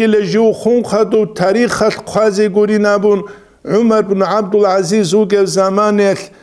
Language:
Avaric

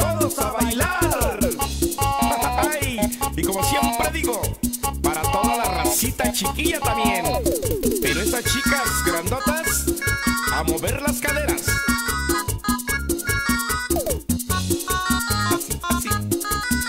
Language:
Spanish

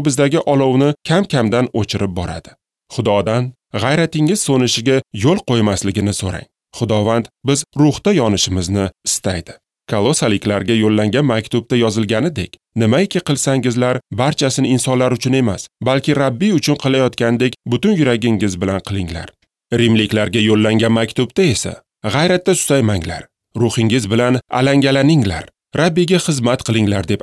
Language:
Uzbek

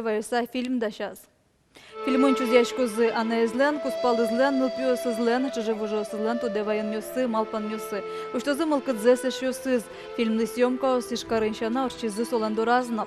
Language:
Udmurt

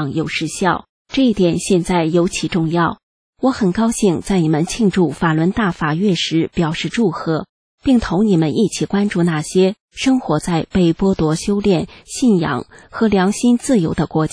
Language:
Chinese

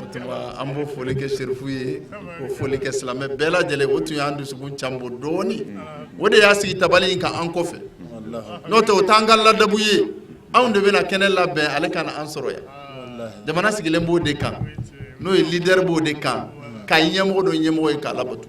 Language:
Bambara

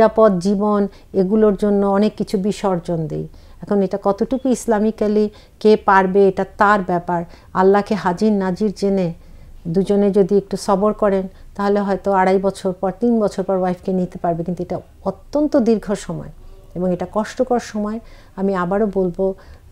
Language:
Bangla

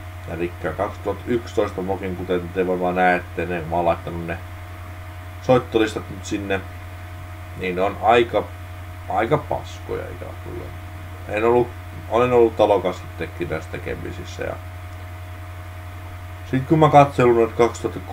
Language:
Finnish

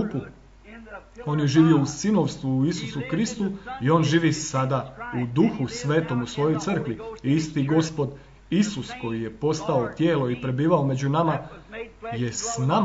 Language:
Croatian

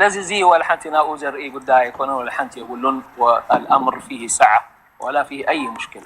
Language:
Tigrinya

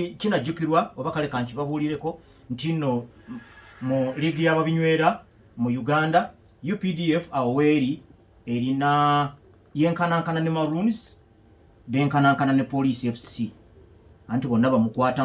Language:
Ganda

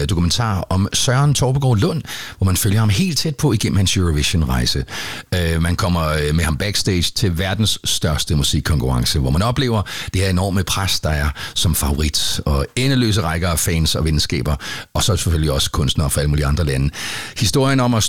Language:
Danish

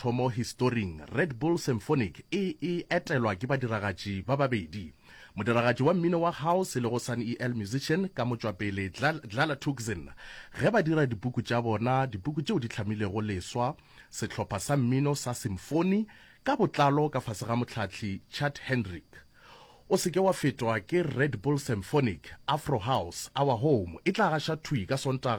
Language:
Northern Sotho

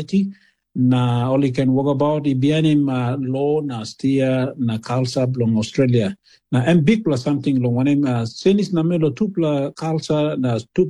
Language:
Tok Pisin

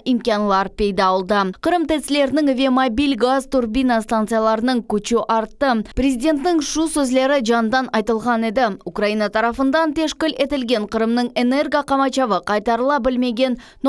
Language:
Crimean Tatar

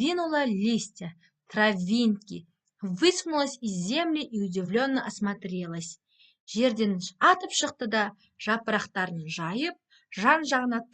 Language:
Kazakh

